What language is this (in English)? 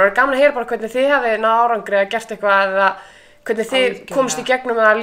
Icelandic